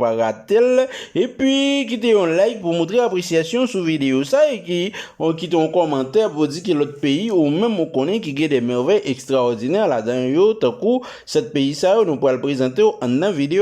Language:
Haitian Creole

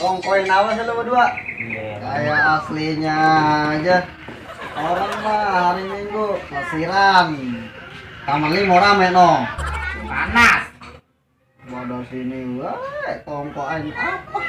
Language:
Betawi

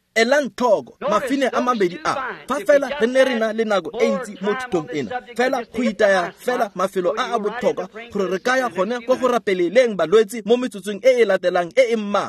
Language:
Tswana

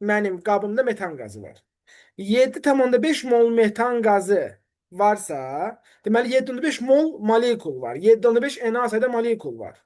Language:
Azerbaijani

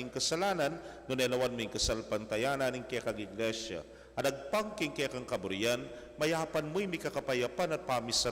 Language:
Pampanga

